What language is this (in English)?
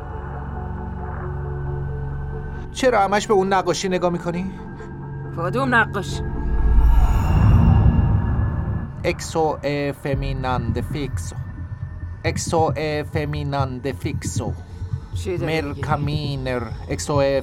Persian